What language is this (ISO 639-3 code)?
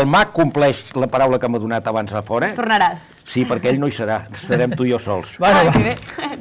cat